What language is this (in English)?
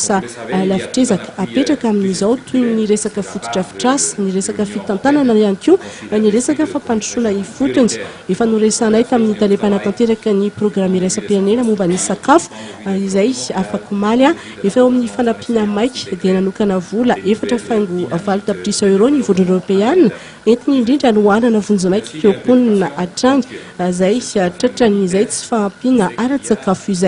Malagasy